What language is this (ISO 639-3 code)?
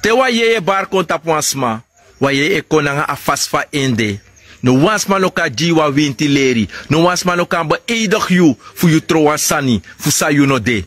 srn